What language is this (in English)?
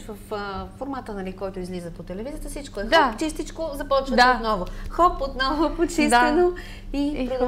Bulgarian